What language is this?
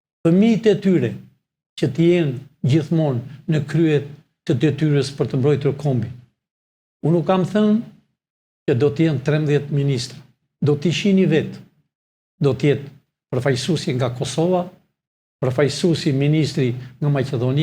Albanian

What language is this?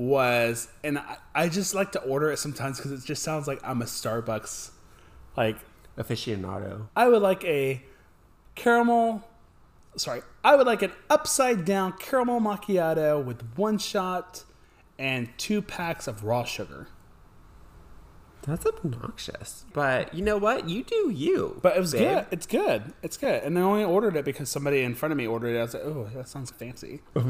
English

